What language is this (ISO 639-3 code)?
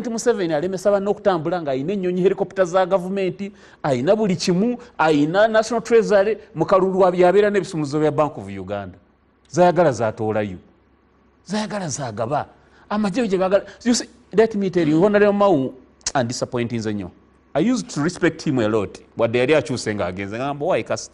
lug